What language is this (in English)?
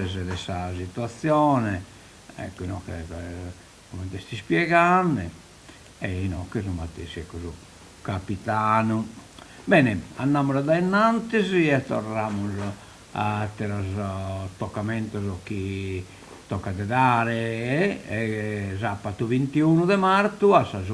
Sardinian